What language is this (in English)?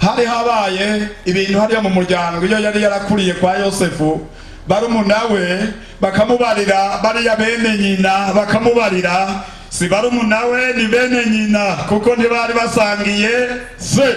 Rundi